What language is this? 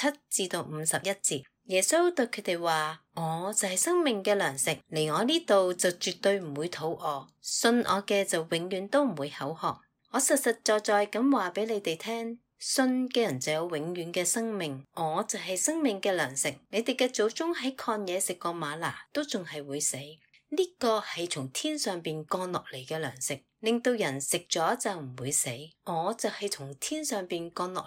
Cantonese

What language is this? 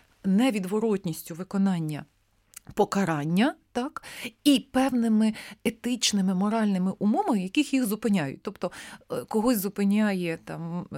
Ukrainian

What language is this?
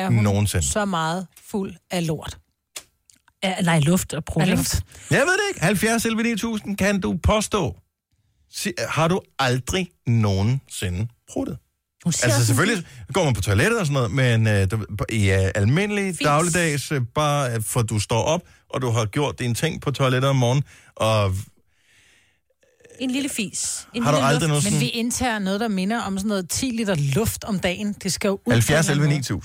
Danish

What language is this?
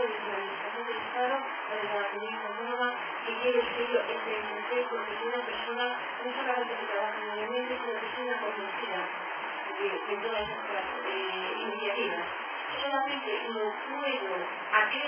Spanish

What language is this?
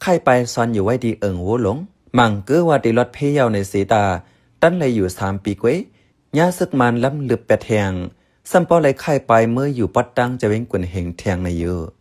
Shan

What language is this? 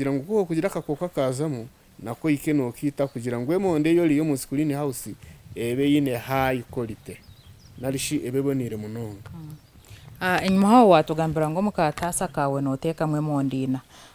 Nyankole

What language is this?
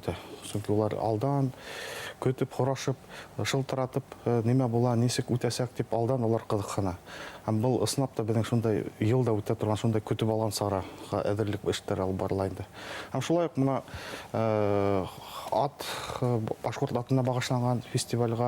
Bashkir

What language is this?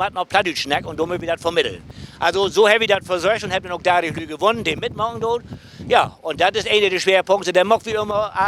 Low German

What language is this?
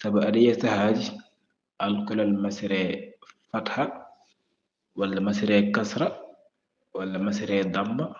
Fula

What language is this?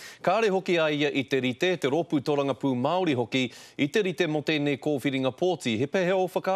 Māori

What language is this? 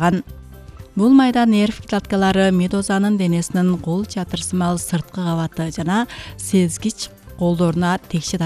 Kyrgyz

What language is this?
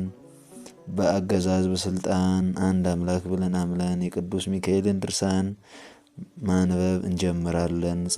Amharic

